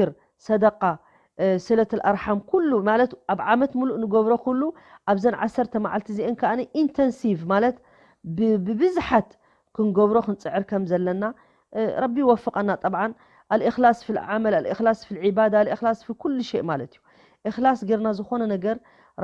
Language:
Tigrinya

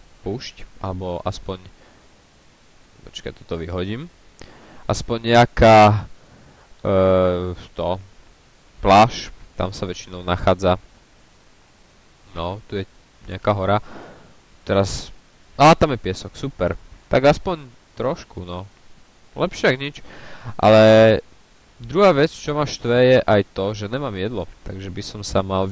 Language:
Slovak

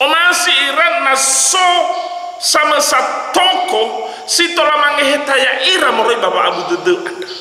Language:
Nias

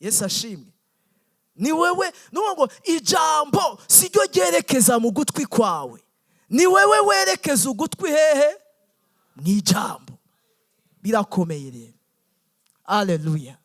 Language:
Rundi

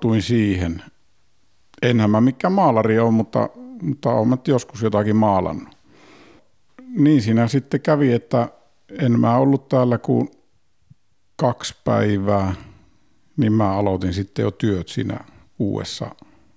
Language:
Finnish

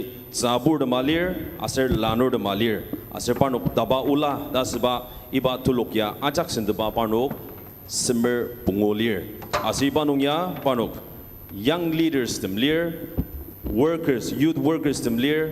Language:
Ao Naga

